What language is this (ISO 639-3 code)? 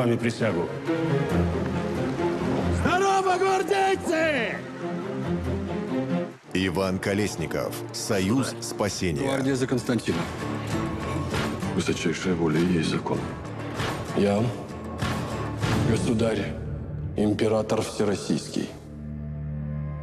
rus